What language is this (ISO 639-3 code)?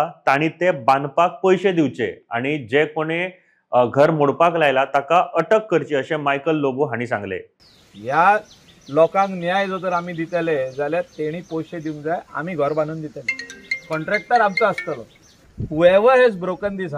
kok